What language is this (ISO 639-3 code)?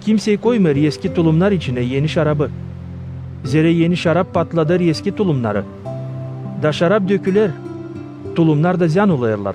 gag